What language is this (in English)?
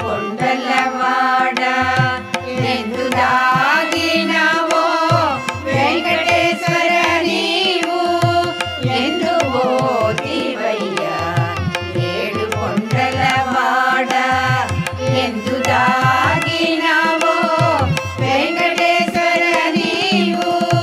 Telugu